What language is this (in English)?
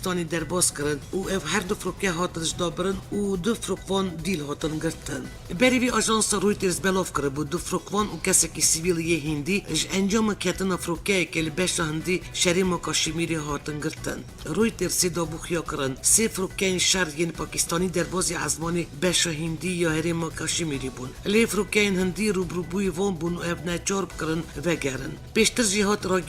Kurdish